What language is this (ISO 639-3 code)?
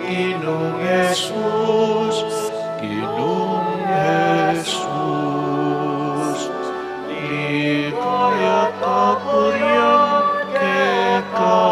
pam